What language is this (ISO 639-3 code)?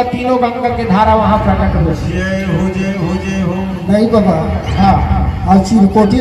hne